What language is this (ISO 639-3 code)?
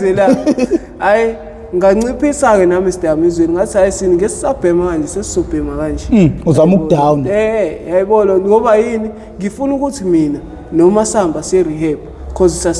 zul